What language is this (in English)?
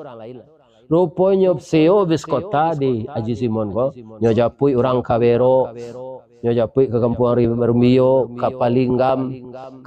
Minangkabau